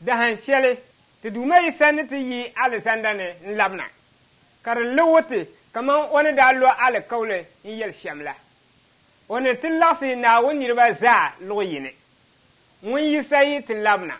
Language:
Dagbani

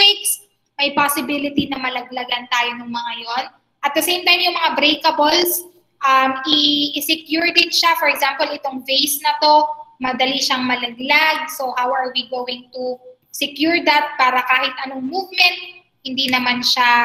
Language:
Filipino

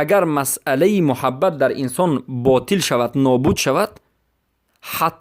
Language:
Persian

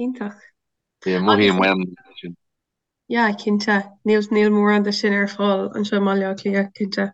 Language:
Irish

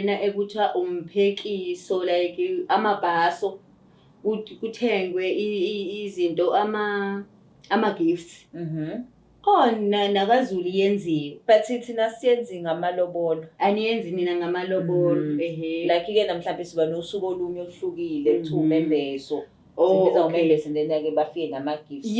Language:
Zulu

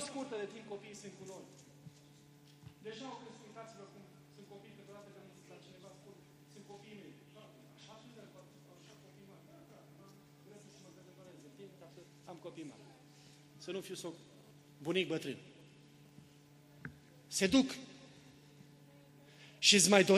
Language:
Romanian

